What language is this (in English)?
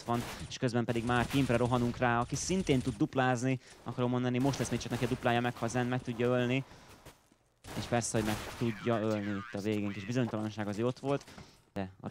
Hungarian